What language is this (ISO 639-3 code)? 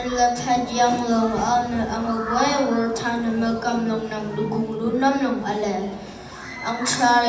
raw